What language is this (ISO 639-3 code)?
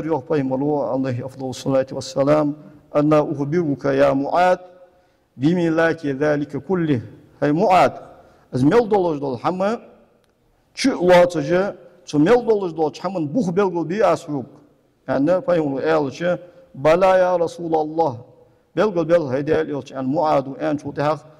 inh